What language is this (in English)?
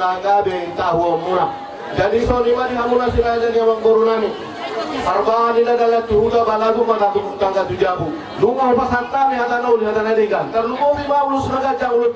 Batak Toba